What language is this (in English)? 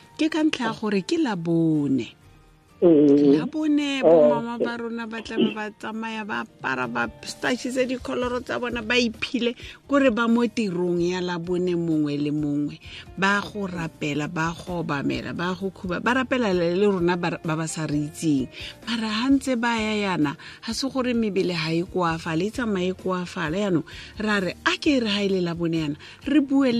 Tswana